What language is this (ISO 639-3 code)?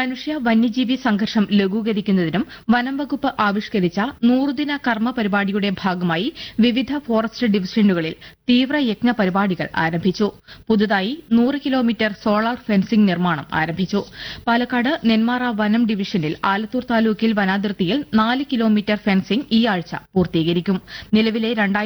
mal